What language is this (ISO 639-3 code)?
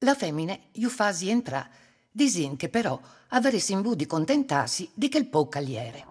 fur